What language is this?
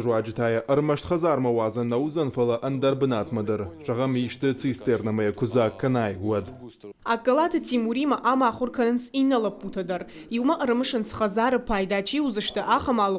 Ossetic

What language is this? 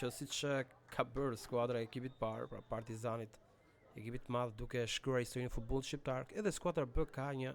Albanian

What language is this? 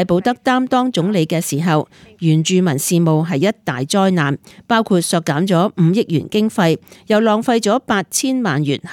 Cantonese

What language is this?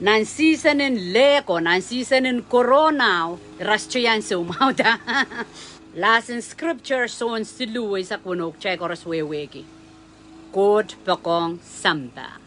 Pohnpeian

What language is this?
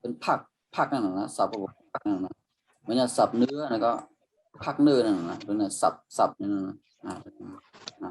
Shan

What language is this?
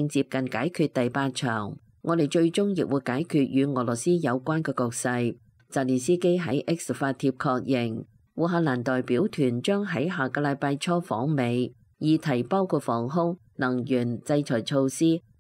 Cantonese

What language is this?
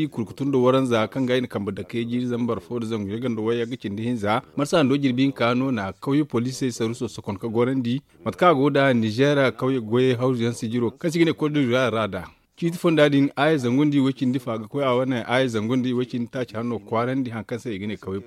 Zarma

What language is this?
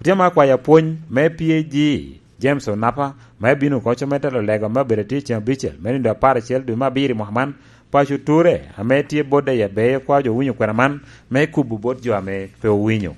Lango (Uganda)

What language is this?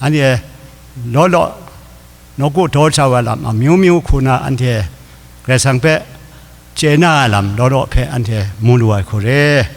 Kachin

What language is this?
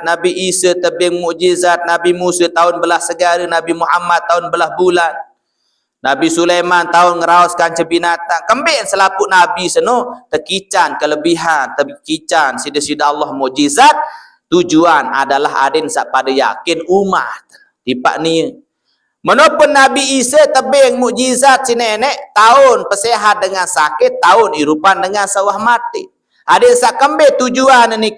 Sasak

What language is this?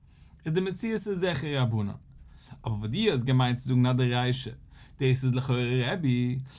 Yiddish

